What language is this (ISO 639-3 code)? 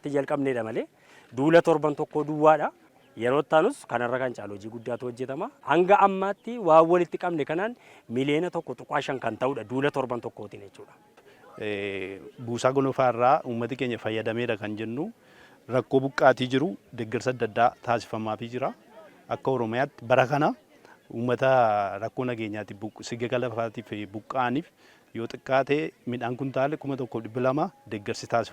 orm